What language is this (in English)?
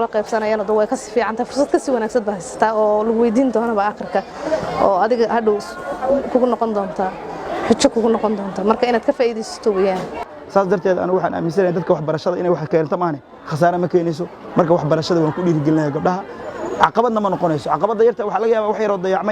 Somali